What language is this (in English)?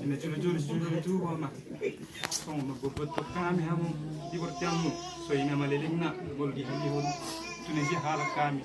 Batak Toba